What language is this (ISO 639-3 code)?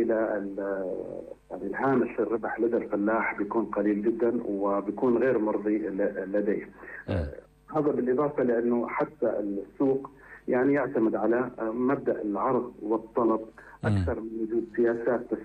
apc